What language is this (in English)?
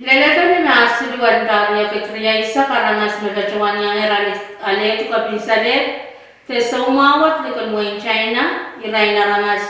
Pohnpeian